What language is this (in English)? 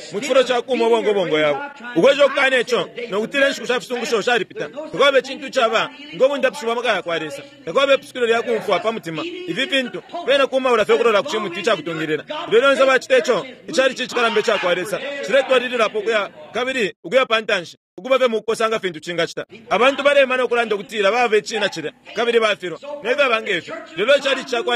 Bemba